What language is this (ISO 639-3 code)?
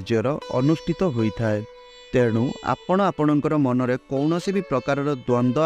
ori